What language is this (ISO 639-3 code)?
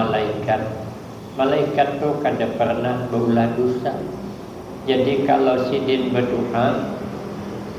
bjn